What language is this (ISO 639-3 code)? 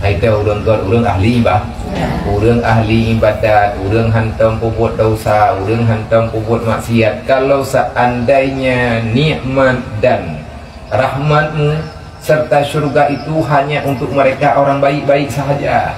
ace